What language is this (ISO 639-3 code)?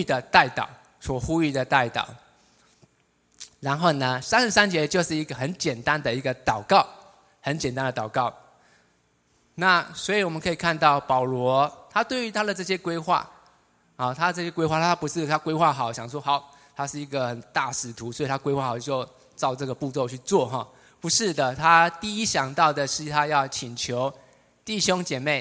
zho